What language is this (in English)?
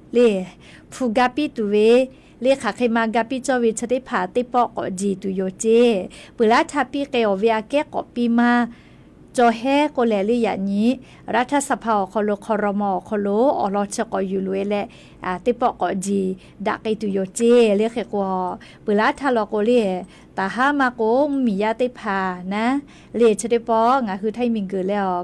Lahu